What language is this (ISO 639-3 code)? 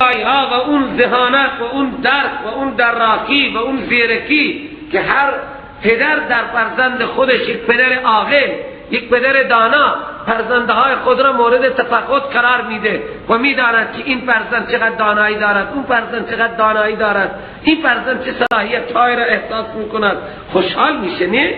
fas